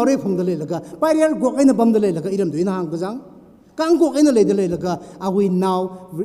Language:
Tangkhul Naga (India)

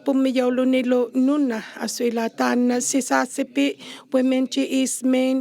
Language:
Inuktitut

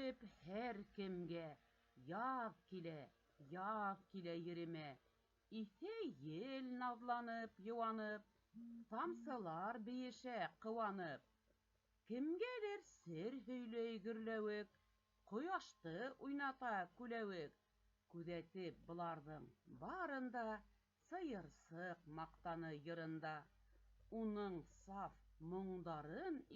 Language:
Bashkir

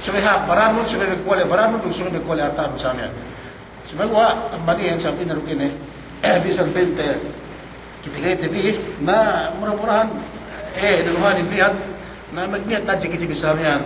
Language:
Yakan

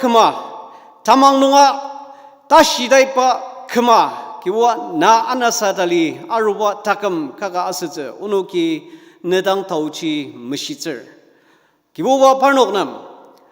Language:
Ao Naga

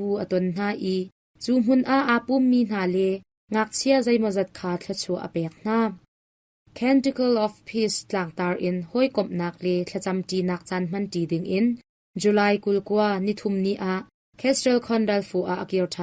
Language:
Hakha Chin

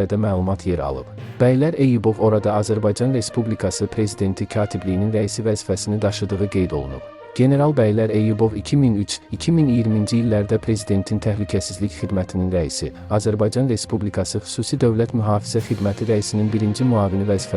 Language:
Azerbaijani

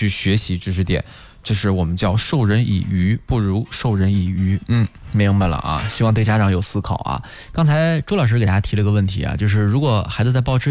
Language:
Chinese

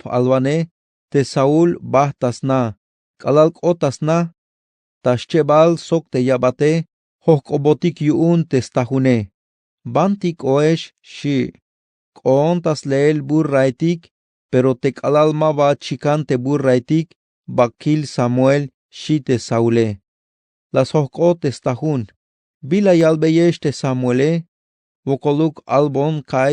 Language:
Tzeltal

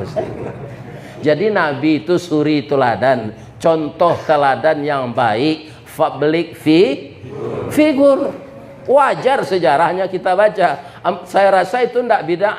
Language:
Minangkabau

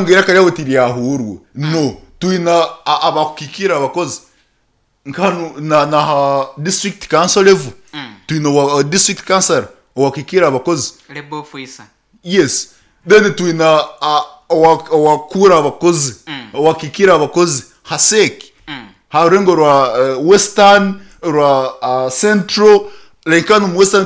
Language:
Nyankole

